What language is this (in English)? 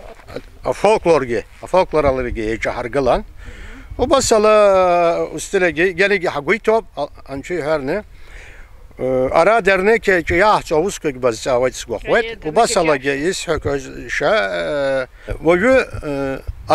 Abkhazian